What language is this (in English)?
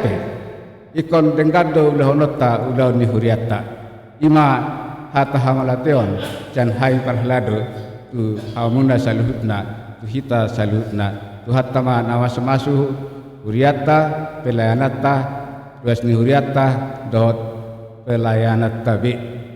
Batak Toba